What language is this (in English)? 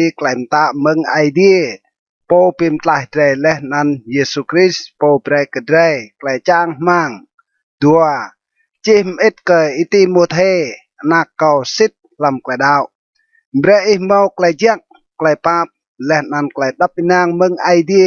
Rade